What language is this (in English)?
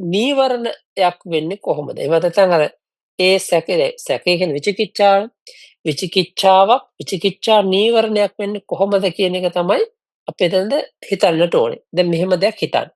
Sinhala